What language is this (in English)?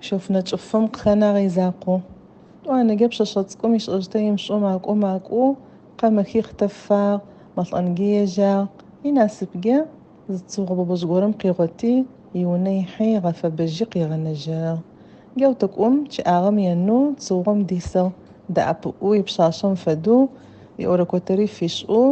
Adyghe